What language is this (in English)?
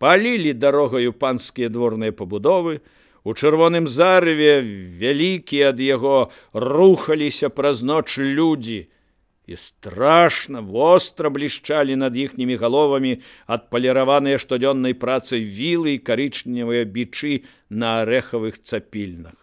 Belarusian